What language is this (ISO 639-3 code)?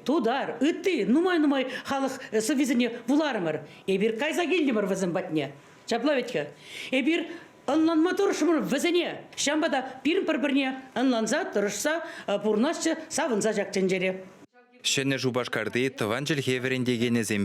chv